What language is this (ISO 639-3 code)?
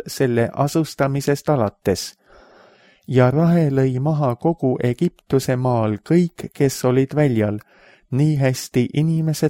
est